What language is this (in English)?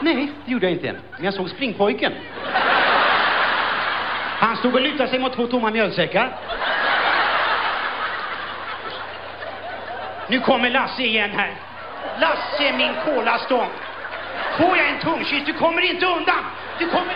Swedish